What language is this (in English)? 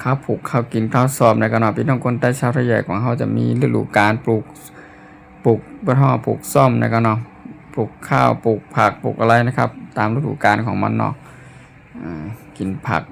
Shan